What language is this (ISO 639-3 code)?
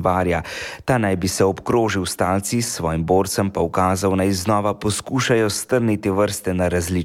slv